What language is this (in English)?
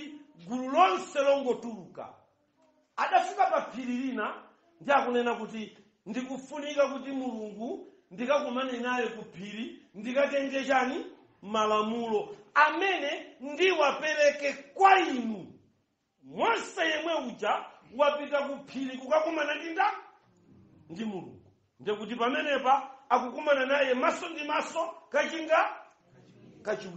Nyanja